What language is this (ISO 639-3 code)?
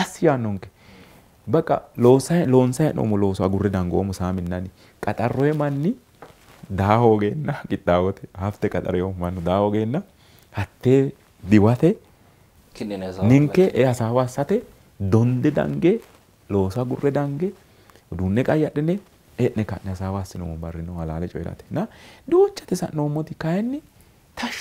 sid